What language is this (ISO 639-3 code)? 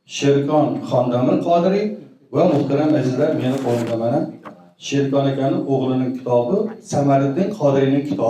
uzb